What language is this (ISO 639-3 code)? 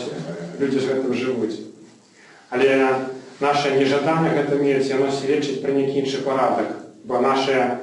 bel